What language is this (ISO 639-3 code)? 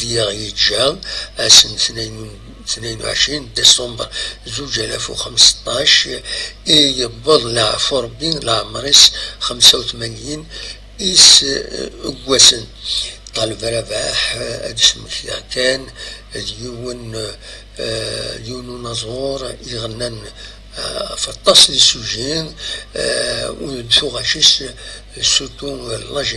kab